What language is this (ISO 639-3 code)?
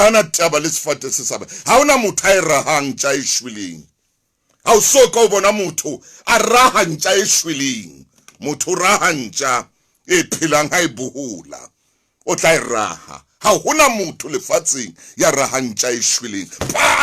sot